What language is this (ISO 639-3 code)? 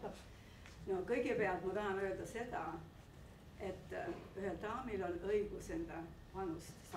est